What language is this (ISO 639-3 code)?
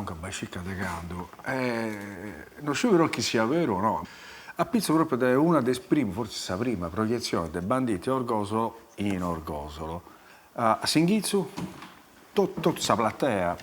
srd